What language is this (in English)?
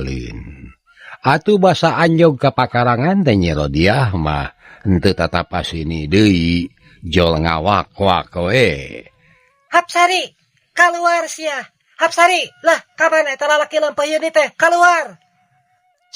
Sundanese